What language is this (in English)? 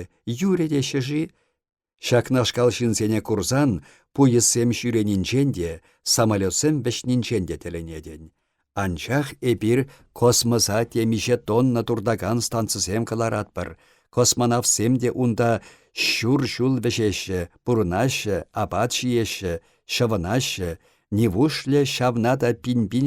Chuvash